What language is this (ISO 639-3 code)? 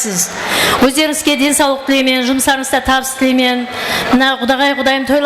kaa